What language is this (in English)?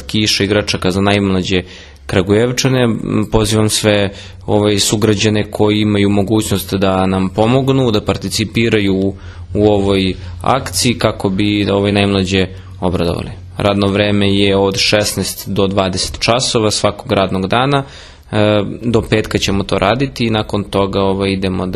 Serbian